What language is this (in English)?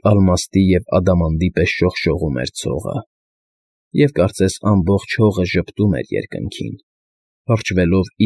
Armenian